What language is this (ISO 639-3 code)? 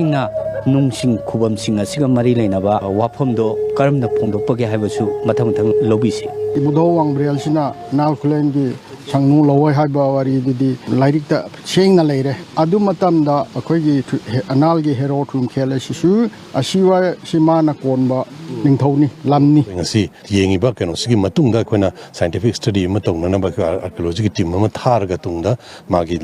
mni